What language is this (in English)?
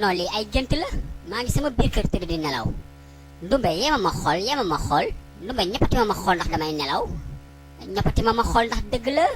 Wolof